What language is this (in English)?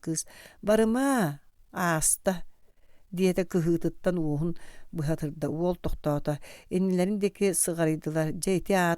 Yakut